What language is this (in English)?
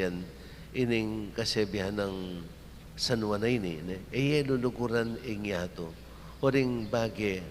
Pampanga